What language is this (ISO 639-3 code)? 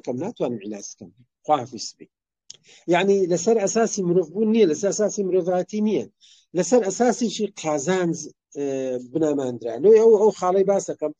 ckb